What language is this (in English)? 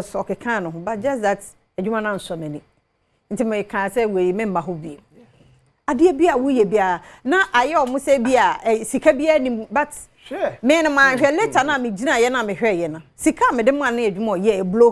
Akan